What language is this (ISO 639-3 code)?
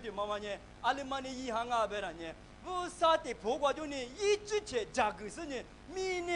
lis